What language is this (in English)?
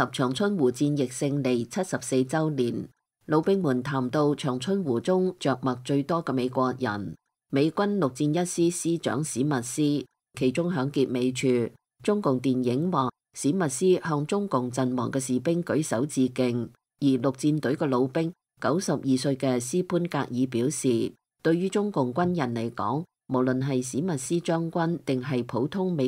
Cantonese